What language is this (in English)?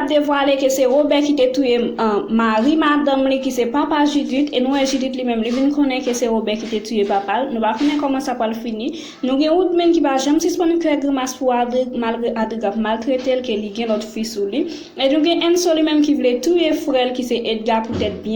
Haitian Creole